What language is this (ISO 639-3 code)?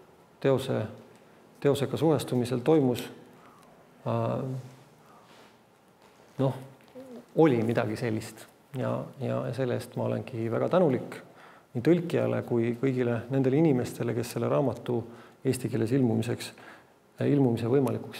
est